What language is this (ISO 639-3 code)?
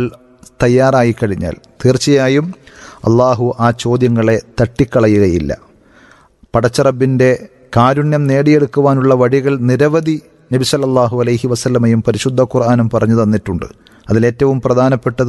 mal